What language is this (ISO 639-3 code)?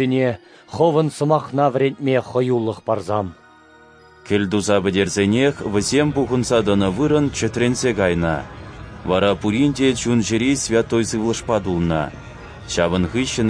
chv